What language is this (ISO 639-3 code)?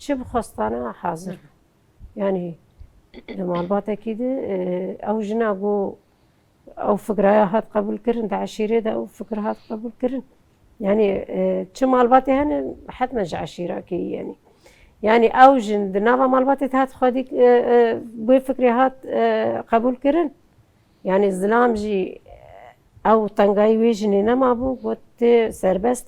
kur